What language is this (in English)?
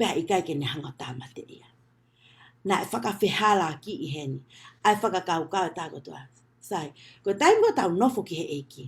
Tongan